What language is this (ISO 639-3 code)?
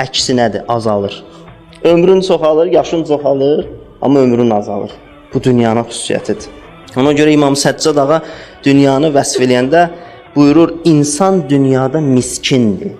aze